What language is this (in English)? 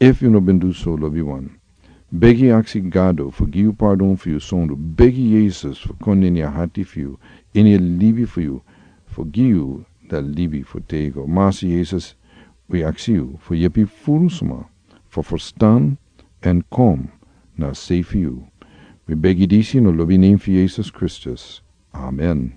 Sranan Tongo